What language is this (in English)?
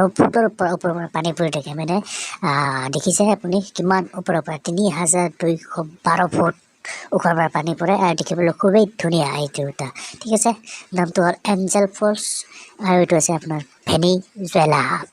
Assamese